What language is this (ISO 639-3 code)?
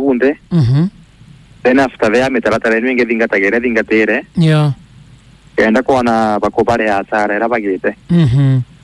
mer